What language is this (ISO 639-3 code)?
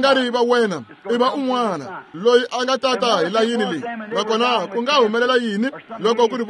tso